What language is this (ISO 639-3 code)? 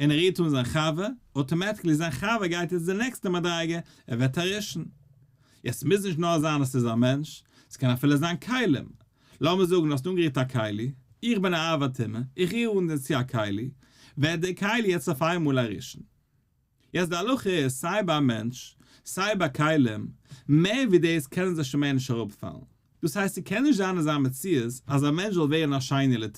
yid